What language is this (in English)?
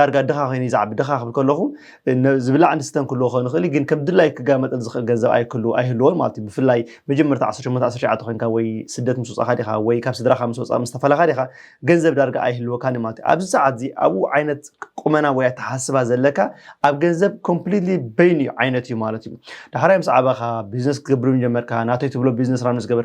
Tigrinya